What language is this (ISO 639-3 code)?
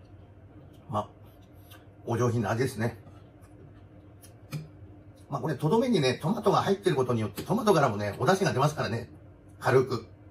jpn